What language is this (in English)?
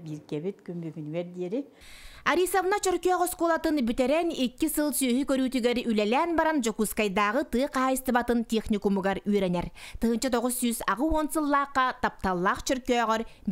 Yakut